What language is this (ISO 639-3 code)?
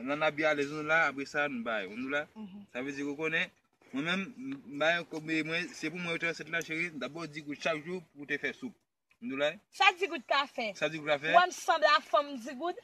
hat